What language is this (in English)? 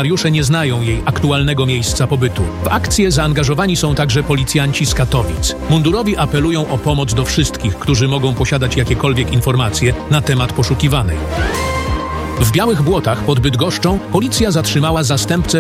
Polish